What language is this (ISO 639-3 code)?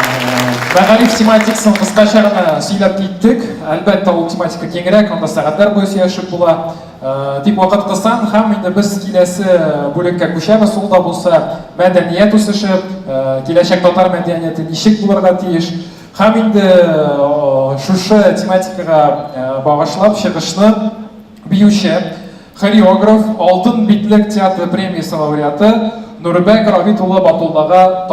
tat